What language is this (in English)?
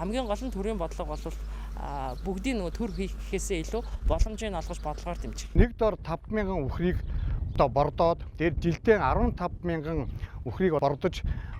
Mongolian